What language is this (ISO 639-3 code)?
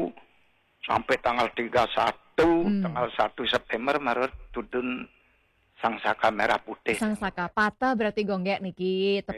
ban